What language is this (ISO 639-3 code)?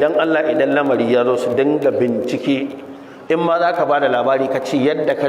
hau